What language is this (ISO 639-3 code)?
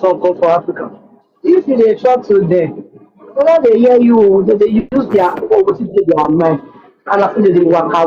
pcm